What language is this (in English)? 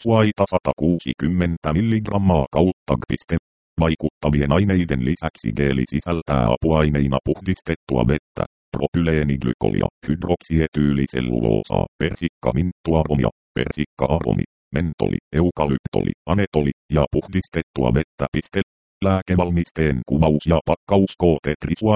Finnish